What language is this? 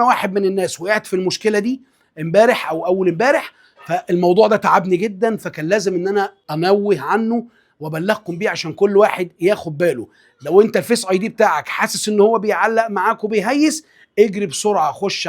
Egyptian Arabic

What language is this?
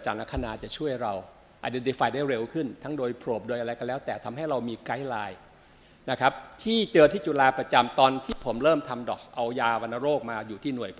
Thai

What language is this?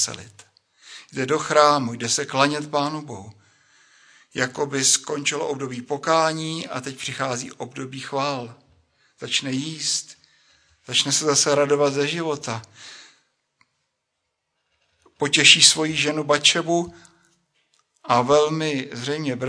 Czech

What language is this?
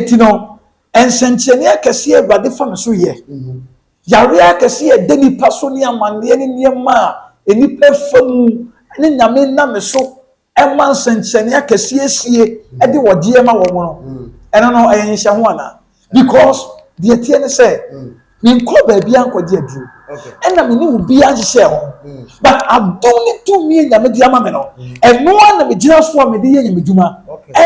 Akan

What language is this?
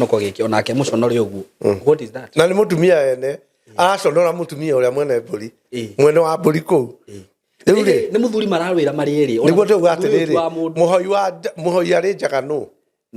Kikuyu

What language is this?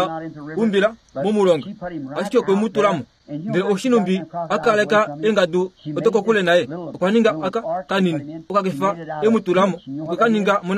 Kuanyama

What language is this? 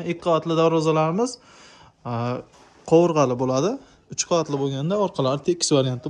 Uzbek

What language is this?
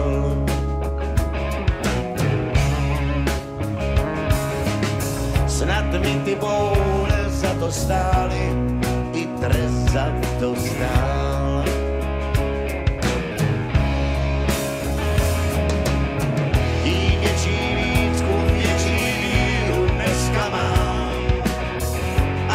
Czech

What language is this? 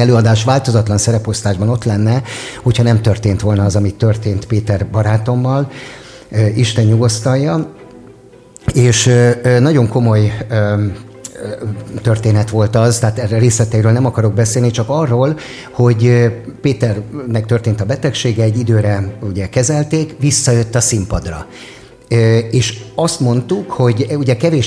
Hungarian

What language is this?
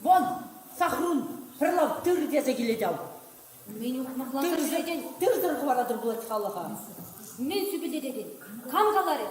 Chuvash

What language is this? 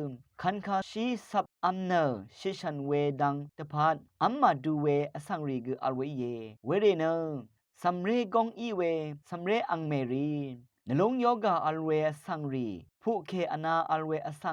Rawang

